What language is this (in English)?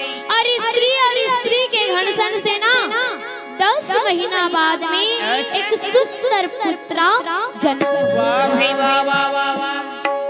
Chhattisgarhi